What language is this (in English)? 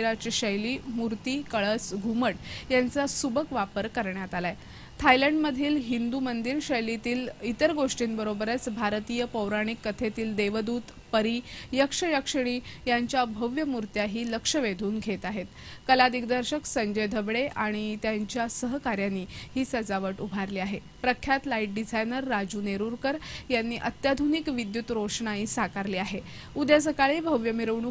Marathi